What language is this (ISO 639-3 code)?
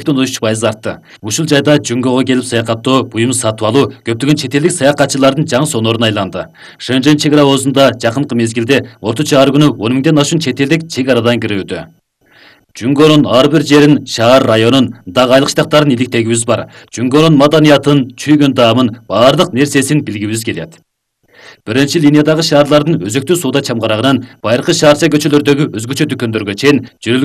kir